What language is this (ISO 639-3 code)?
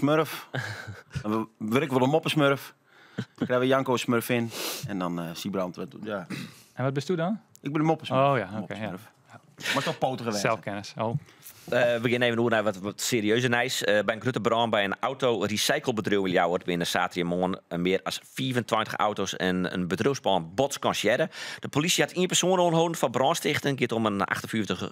fry